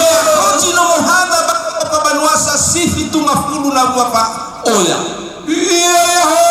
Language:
Nias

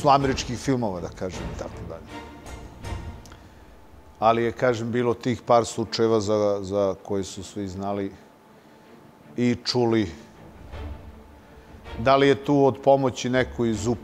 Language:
Serbian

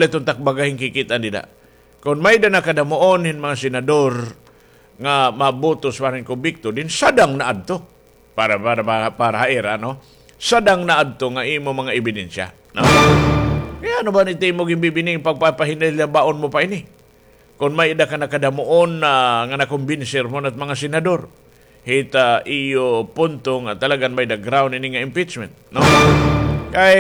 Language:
Waray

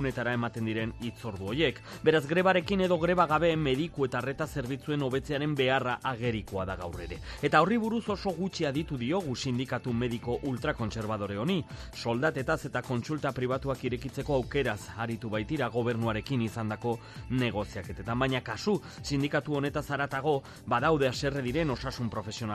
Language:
Basque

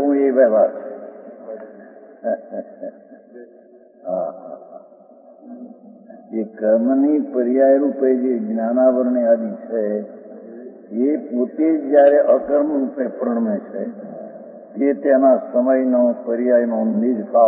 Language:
Gujarati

